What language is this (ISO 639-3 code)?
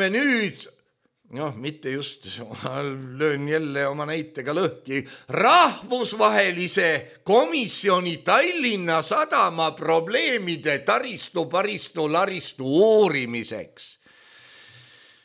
est